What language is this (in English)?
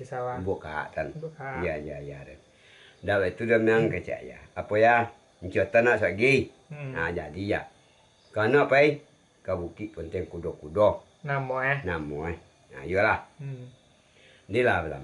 Minangkabau